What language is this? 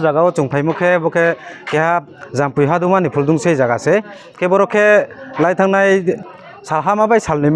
Riang (India)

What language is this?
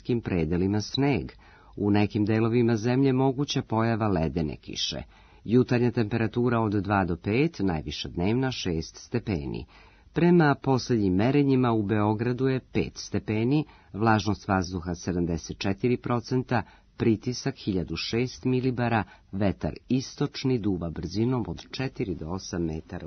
Serbian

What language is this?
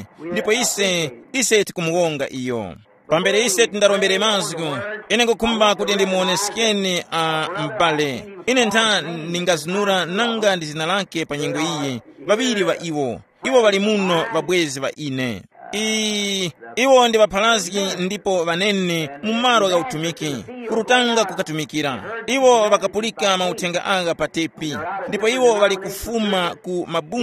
Tumbuka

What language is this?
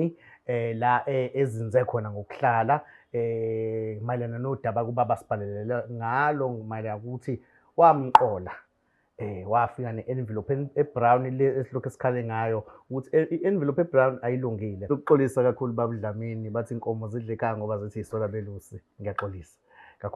Zulu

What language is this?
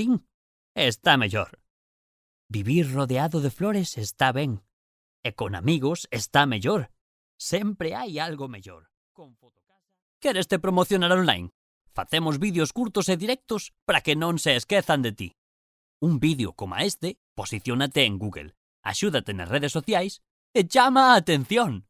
Galician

